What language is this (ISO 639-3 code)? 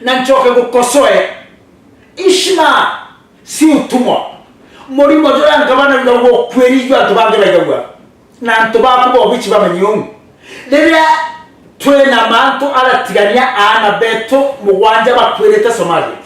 mer